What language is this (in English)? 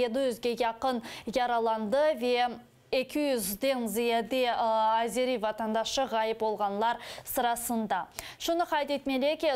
Crimean Tatar